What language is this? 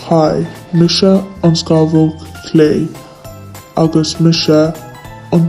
Irish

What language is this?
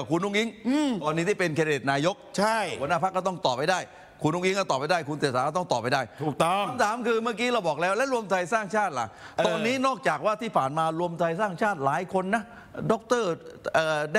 Thai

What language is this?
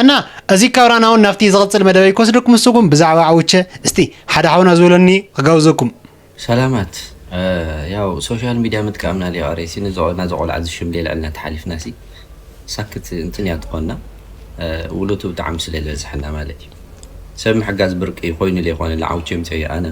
Tigrinya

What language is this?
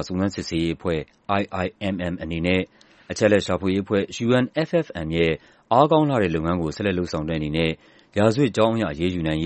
Burmese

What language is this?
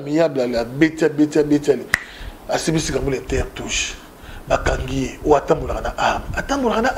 Lingala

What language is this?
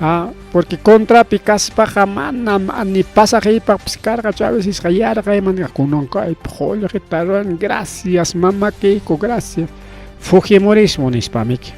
Ayacucho Quechua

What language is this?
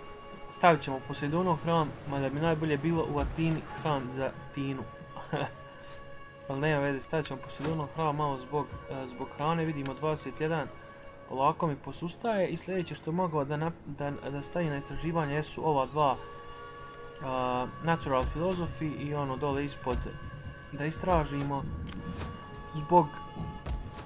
Croatian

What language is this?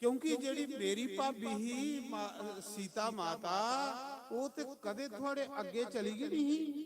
Dogri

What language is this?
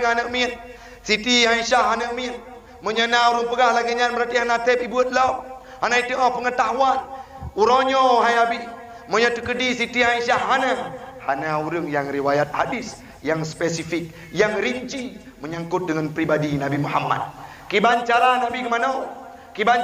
Achinese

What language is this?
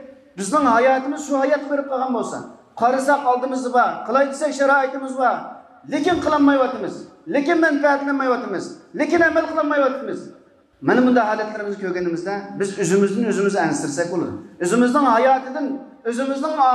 Uyghur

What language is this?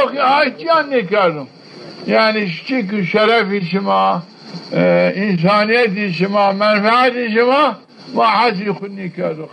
Zaza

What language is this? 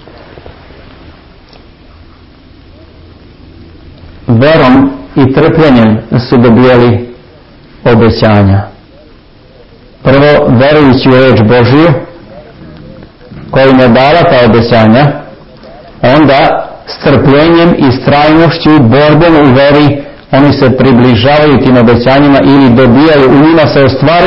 Serbian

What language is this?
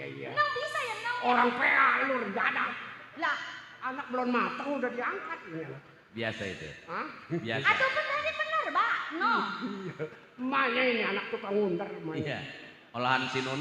Betawi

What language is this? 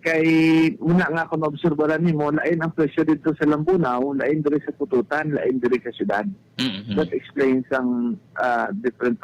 Hiligaynon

